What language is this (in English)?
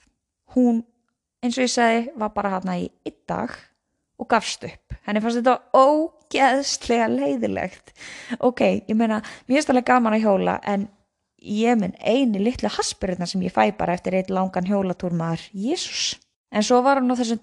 Icelandic